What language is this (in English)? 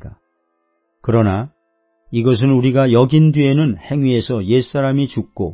Korean